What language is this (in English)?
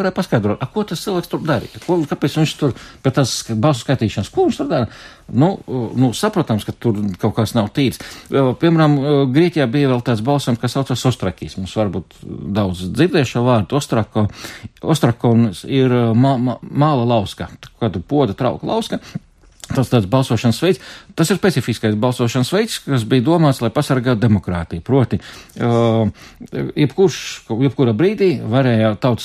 Latvian